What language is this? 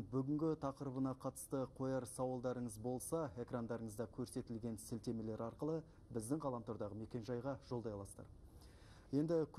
Kazakh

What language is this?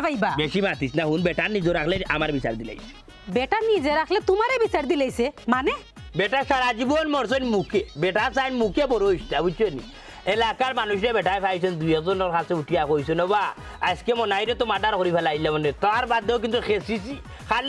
Sylheti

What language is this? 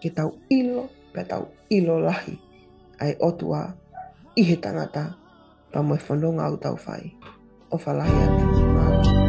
Tongan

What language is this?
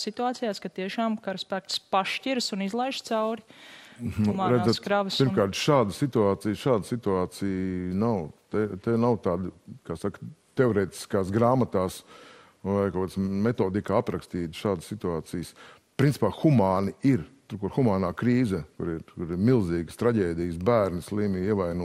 Latvian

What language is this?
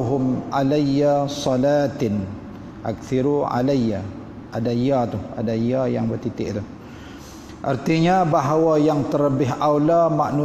Malay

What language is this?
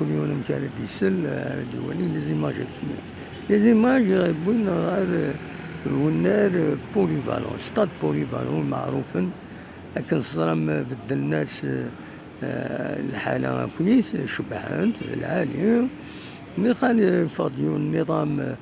Kabyle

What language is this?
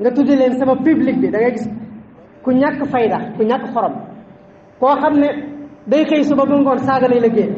Wolof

